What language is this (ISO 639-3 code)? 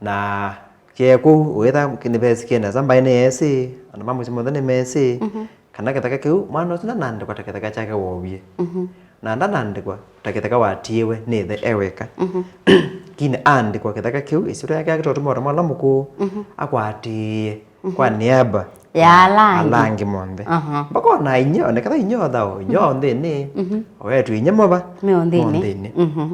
kam